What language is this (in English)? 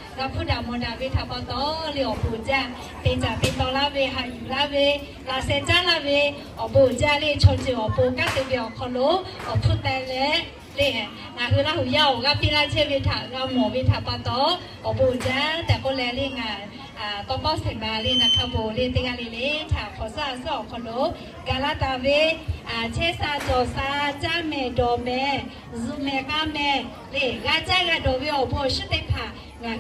Lahu